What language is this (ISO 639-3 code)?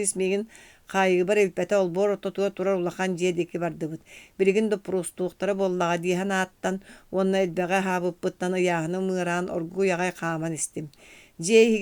sah